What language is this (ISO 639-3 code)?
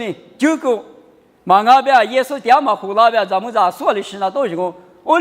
lis